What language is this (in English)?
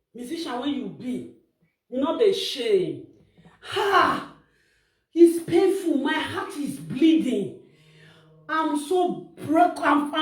Nigerian Pidgin